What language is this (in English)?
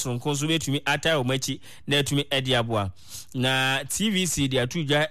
Akan